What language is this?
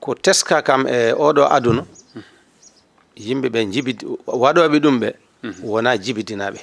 Fula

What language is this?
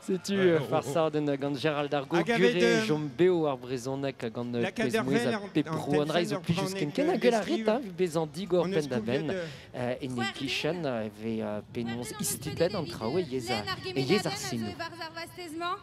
Breton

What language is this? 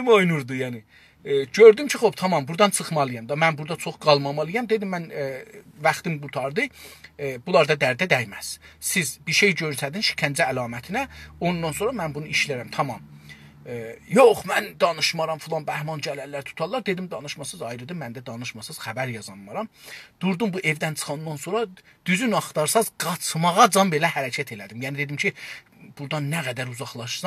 South Azerbaijani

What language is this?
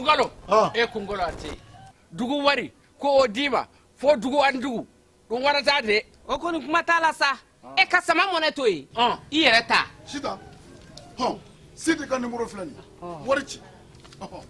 Bambara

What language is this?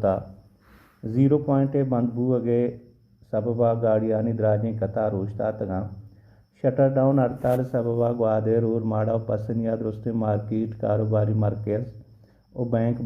Baluchi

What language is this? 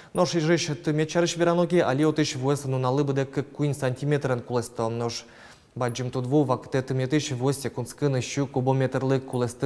Udmurt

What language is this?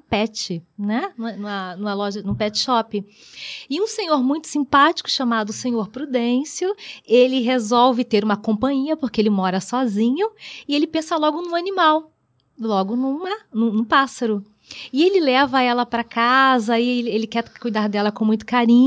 Portuguese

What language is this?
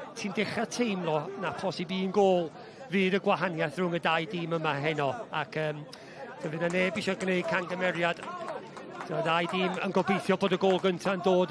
Welsh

